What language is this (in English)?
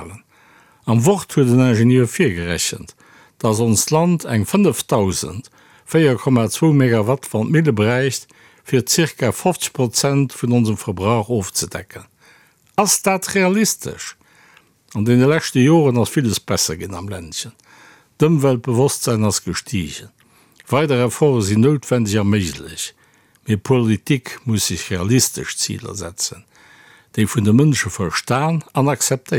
Luxembourgish